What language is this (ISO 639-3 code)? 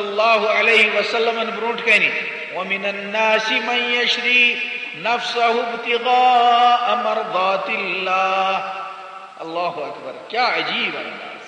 kas